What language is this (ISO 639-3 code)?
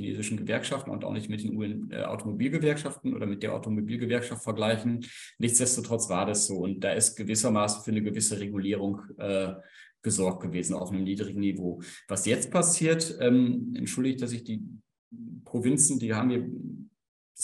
deu